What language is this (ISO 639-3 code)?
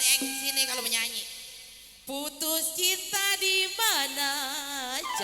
bew